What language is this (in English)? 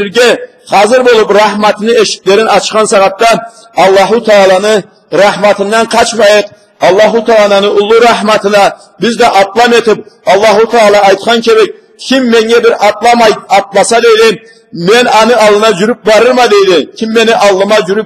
Karachay-Balkar